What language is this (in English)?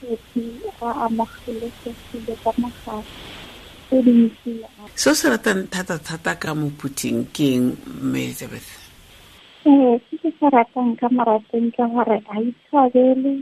Tswana